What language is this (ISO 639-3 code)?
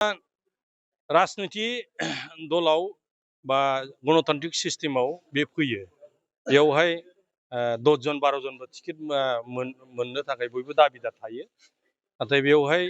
brx